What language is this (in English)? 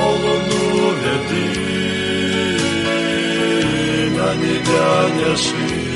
Gagauz